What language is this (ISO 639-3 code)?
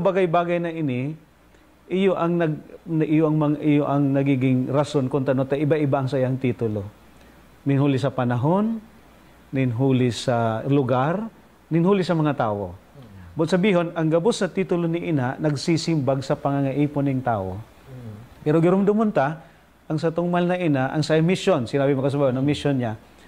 bik